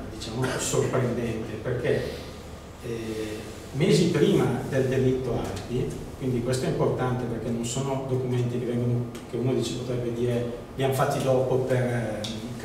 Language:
Italian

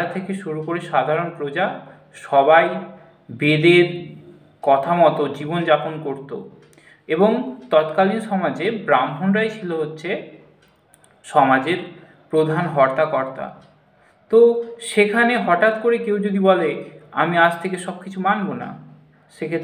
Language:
Bangla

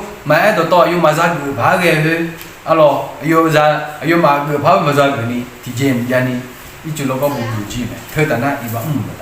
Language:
Akha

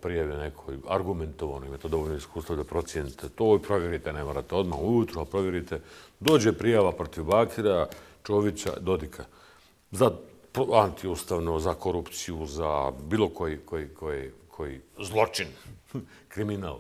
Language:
Bosnian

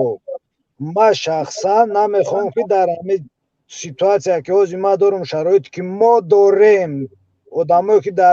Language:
Tajik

